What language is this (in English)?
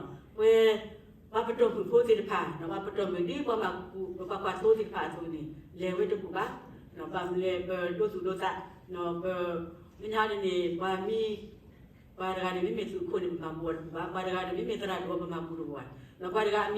S'gaw Karen